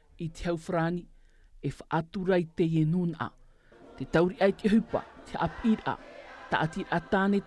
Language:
Tahitian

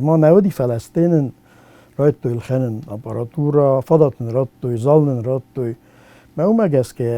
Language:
Ossetic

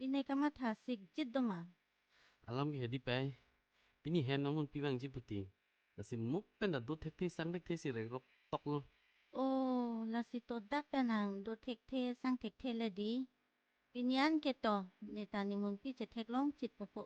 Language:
Karbi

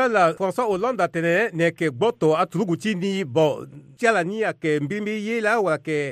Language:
Sango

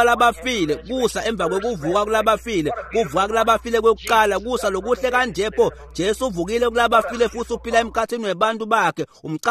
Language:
Swati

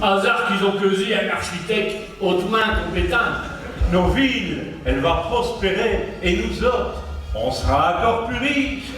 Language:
Picard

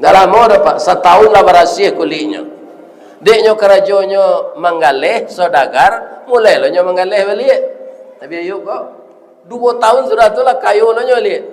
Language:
Minangkabau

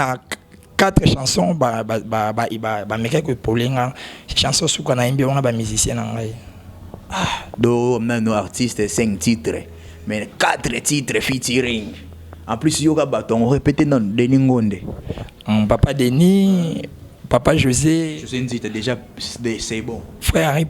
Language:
Lingala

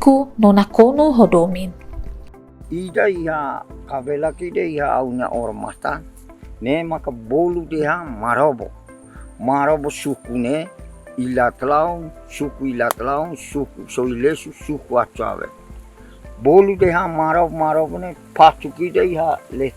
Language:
Tetum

